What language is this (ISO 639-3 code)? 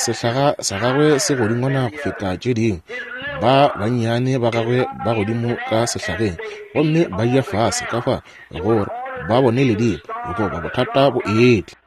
nso